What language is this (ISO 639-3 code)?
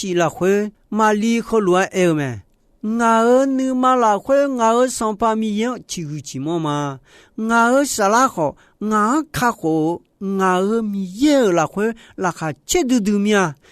ahk